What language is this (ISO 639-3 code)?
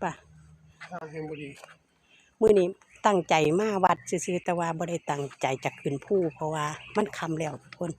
lao